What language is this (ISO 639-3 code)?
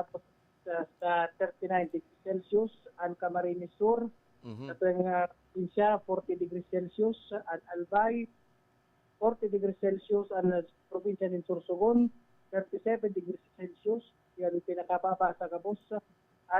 bik